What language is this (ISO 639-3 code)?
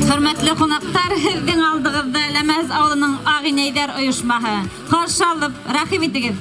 bak